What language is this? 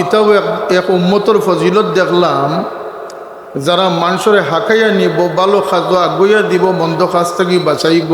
Sylheti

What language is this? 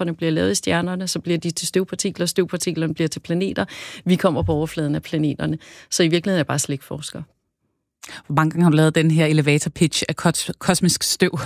Danish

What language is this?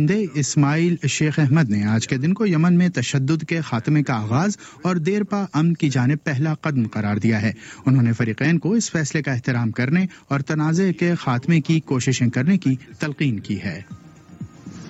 Urdu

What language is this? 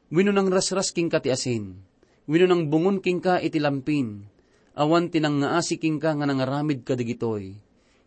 Iloko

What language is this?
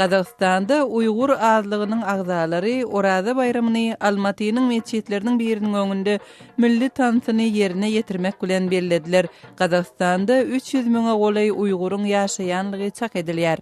Turkmen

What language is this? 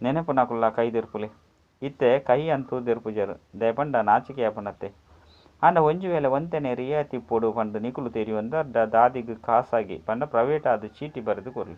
Tulu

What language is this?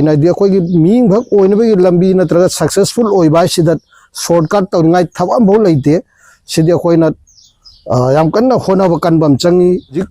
Manipuri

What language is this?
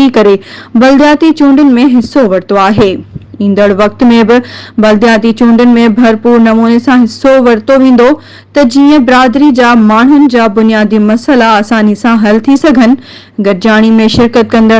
Sindhi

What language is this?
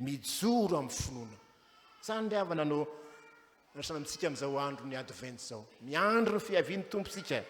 Malagasy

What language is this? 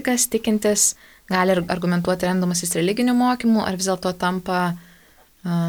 Lithuanian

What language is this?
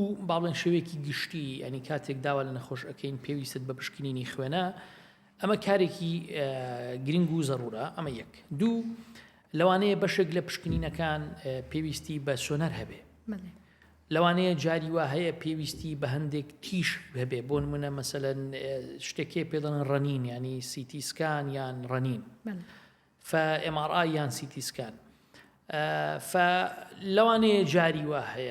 Central Kurdish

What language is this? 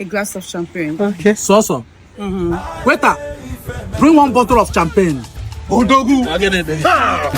Nigerian Pidgin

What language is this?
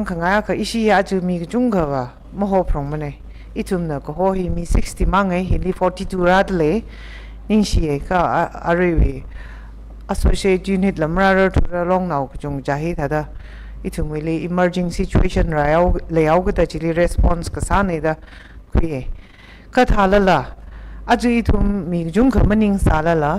Tangkhul Naga (India)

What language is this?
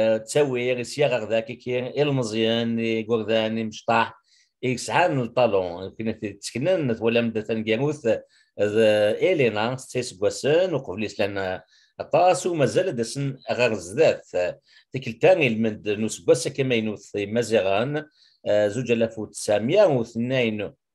Kabyle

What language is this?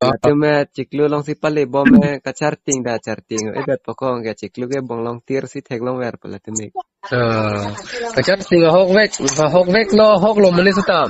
Karbi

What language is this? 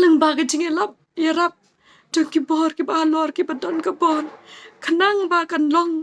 Khasi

